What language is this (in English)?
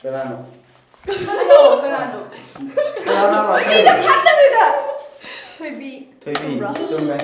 Manipuri